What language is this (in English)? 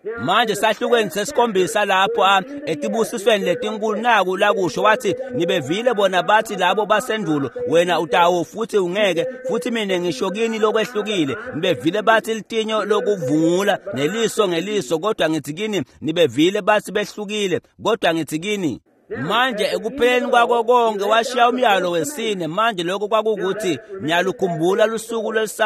Swati